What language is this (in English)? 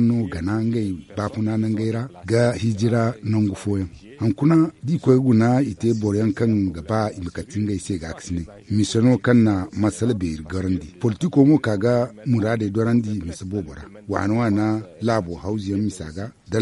Zarma